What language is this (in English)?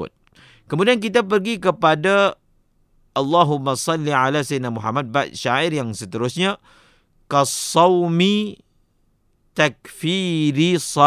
Malay